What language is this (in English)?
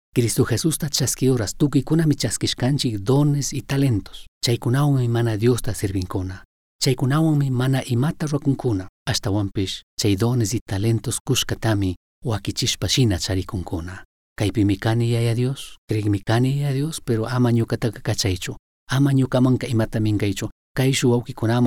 Chimborazo Highland Quichua